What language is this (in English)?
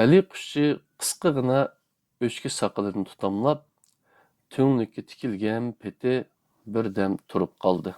Uyghur